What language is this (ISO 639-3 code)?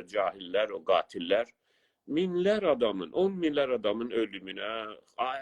azb